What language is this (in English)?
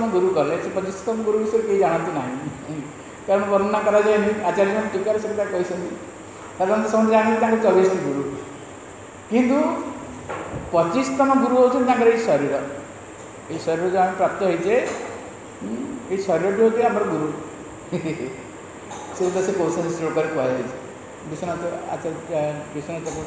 Odia